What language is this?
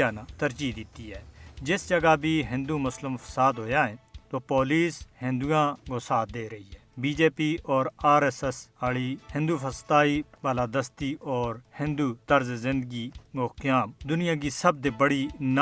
Gujari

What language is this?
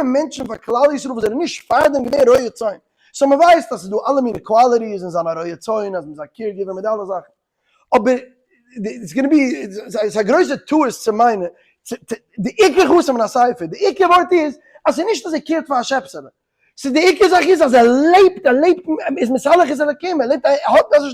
Yiddish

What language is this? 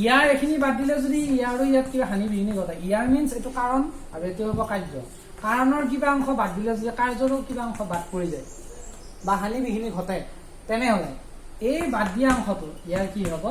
Assamese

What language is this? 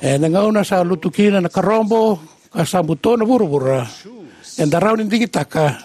Fijian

